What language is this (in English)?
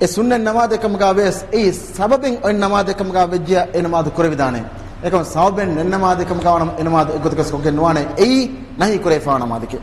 Divehi